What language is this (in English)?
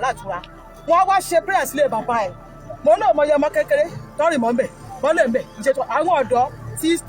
Yoruba